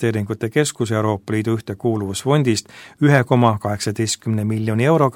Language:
Estonian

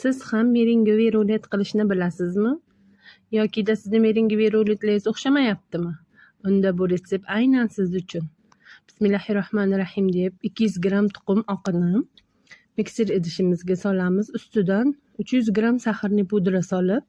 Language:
Uzbek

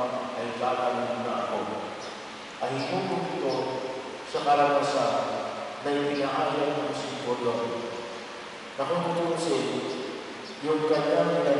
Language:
Filipino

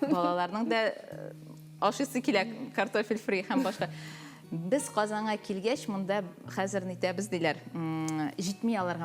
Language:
Tatar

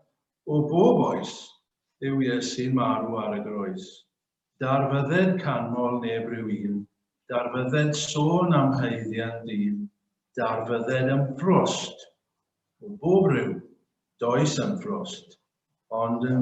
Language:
Welsh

